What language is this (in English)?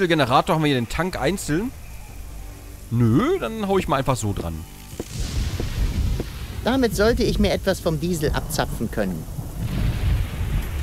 German